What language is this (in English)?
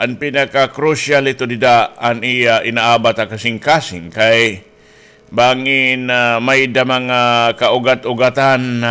Waray